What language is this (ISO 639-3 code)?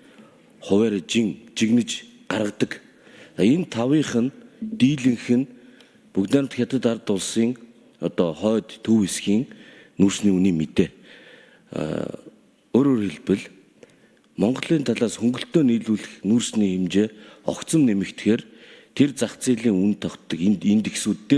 mon